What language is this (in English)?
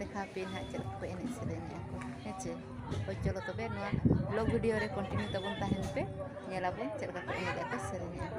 Santali